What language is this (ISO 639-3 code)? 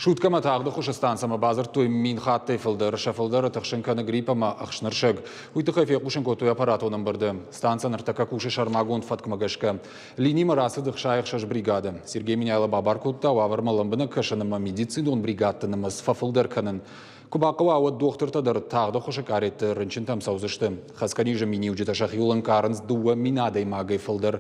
oss